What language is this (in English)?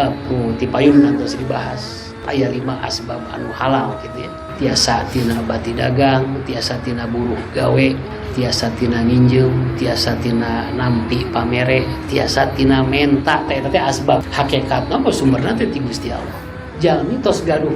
Sundanese